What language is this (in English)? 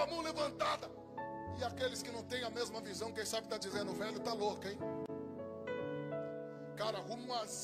Portuguese